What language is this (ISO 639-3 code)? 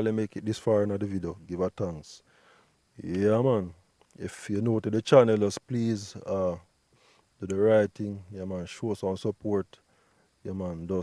jam